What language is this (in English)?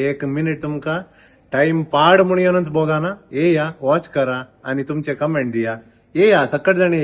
Konkani